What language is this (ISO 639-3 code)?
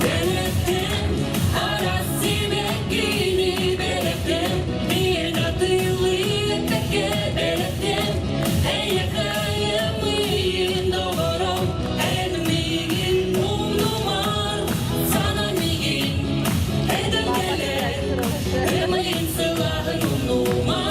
sah